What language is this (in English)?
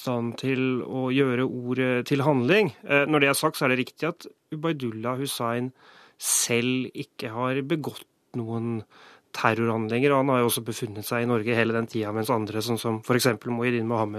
Norwegian